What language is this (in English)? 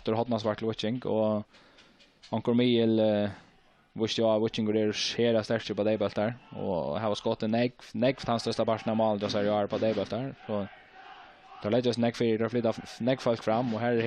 Faroese